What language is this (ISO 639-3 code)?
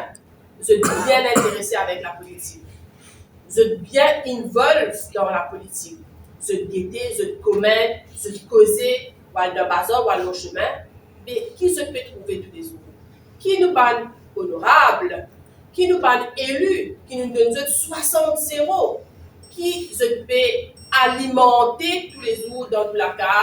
mfe